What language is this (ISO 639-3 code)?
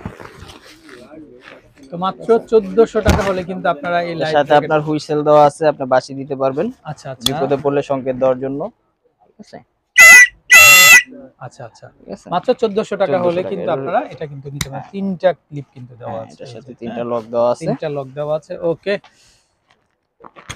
ben